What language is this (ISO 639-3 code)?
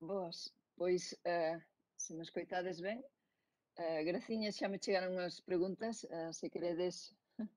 glg